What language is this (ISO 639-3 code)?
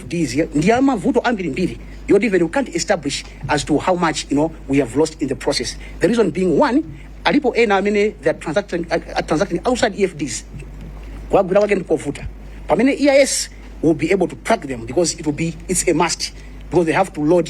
nya